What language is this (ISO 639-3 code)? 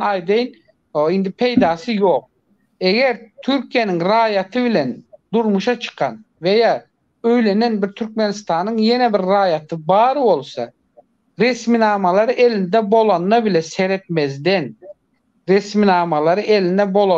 tuk